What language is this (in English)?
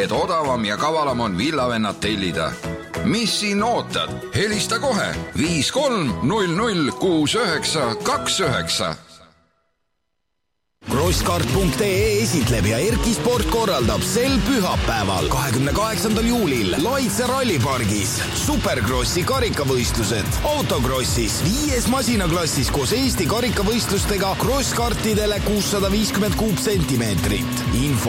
Estonian